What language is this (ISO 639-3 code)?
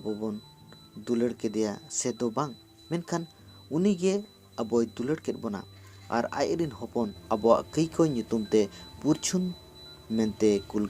sat